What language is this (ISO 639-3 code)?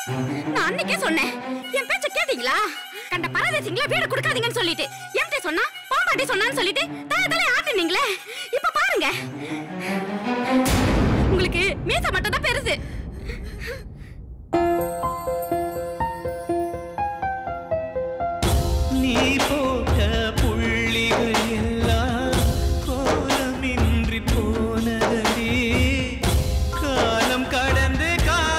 tam